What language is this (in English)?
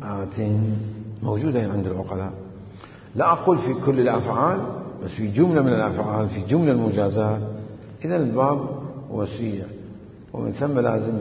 Mesopotamian Arabic